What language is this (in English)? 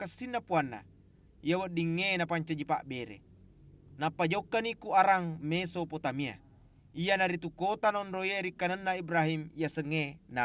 Buginese